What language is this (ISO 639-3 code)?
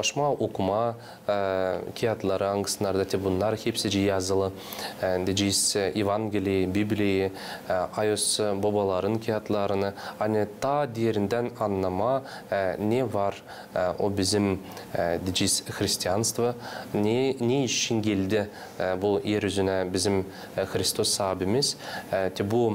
gag